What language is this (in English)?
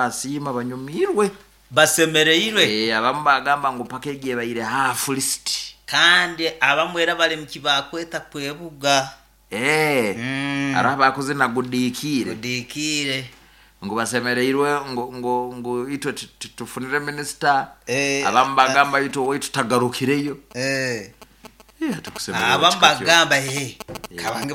Nyoro